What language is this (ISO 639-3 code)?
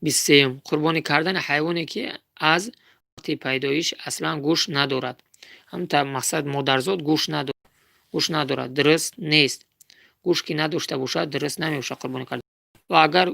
tgk